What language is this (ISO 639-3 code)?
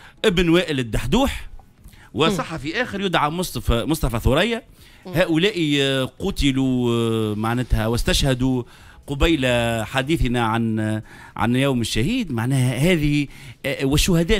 aeb